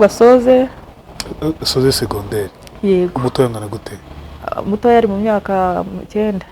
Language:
Kinyarwanda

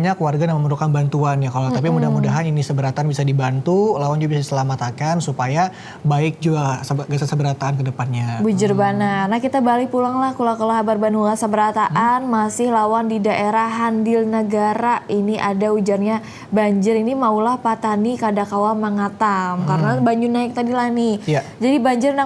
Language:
Banjar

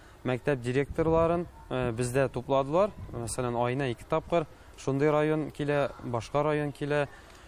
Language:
Tatar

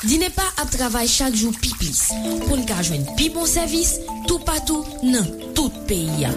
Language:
Haitian Creole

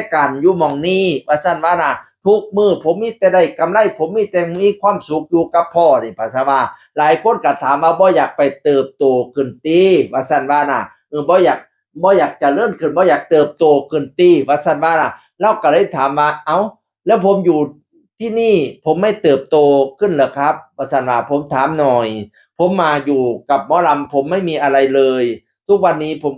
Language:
Northeastern Thai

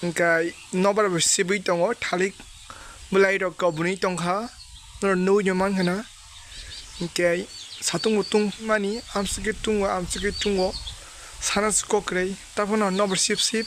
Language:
Kok Borok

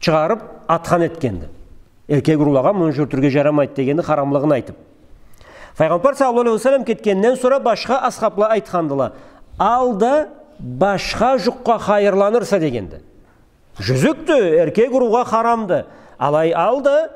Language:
Karachay-Balkar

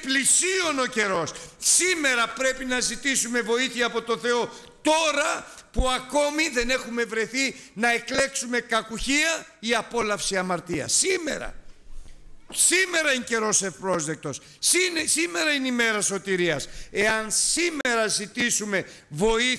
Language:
Greek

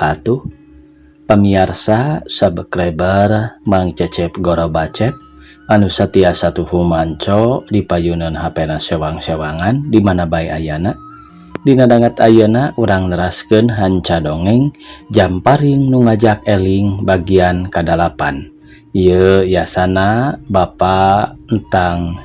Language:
Sundanese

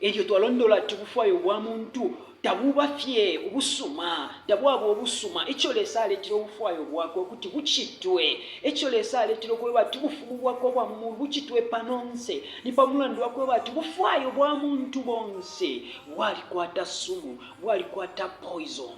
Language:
Bemba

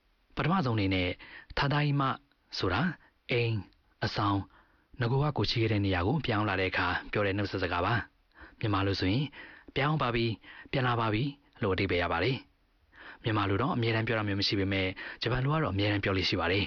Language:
Burmese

